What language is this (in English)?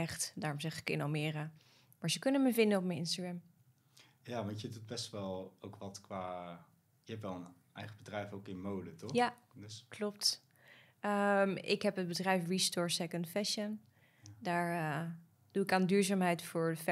Dutch